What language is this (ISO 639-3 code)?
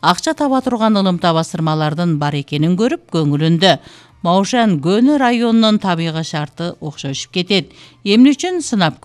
kir